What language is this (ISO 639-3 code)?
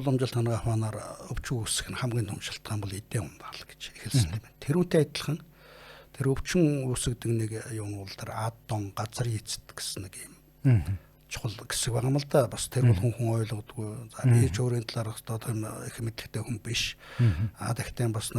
mon